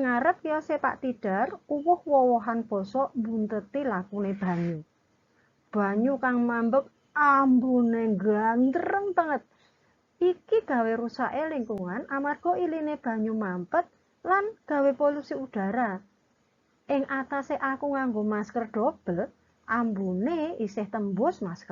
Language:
Javanese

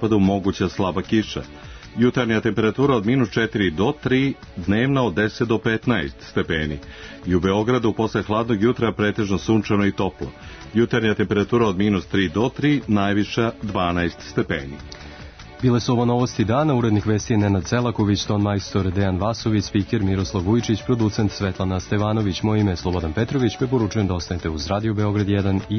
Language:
Serbian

